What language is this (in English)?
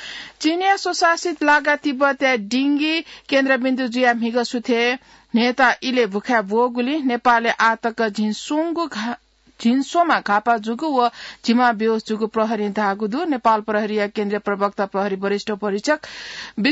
Newari